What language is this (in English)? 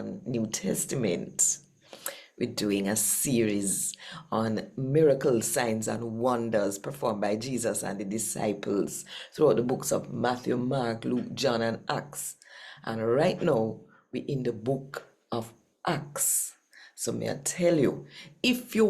Jamaican Creole English